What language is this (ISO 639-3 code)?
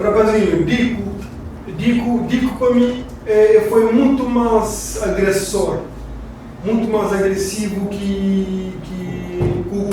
kea